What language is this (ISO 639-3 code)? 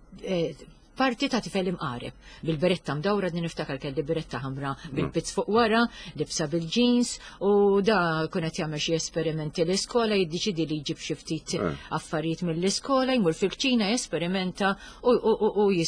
mlt